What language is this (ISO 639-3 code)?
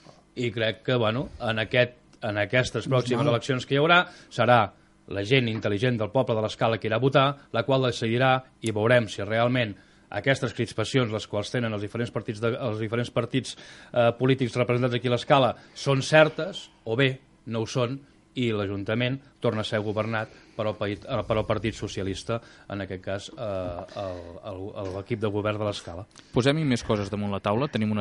cat